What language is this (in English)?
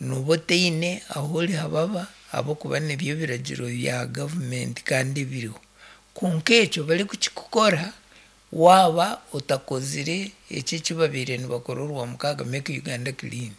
Nyankole